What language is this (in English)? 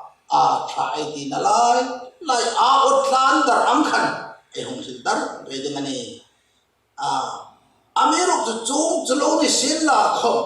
Hmar